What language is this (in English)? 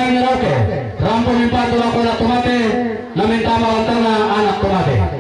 Toraja-Sa'dan